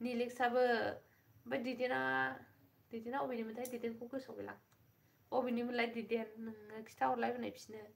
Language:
Bodo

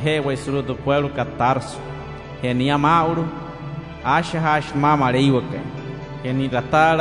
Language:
Wayuu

